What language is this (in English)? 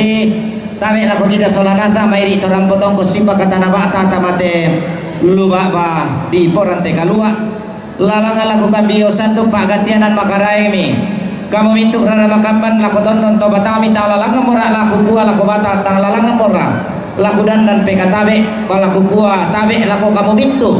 Toraja-Sa'dan